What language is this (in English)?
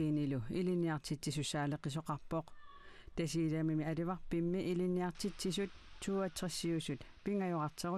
Kalaallisut